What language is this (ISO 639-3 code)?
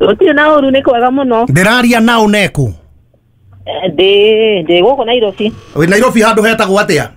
kik